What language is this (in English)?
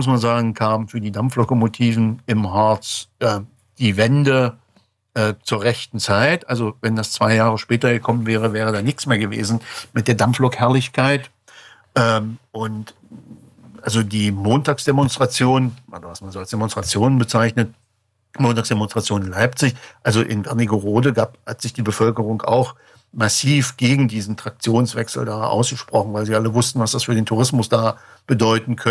German